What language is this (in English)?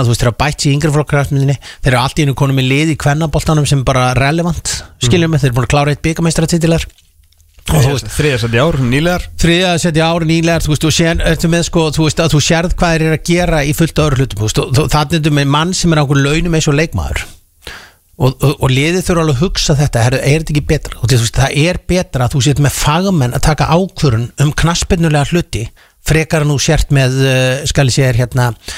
Icelandic